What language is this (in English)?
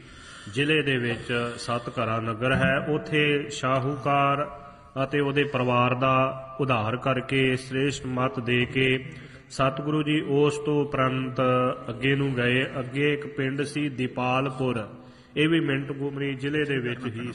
Punjabi